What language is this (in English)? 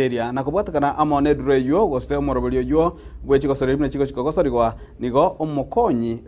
Gusii